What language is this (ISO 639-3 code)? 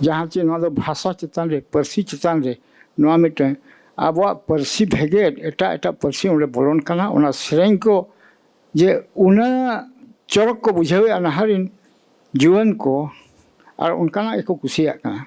sat